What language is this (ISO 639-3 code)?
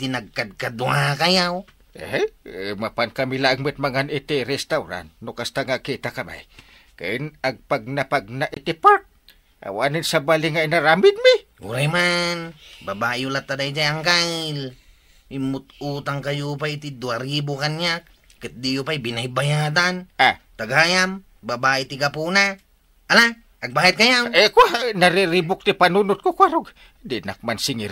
ilo